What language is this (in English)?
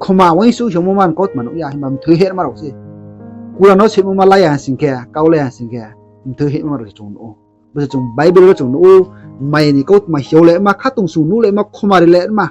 Riang (India)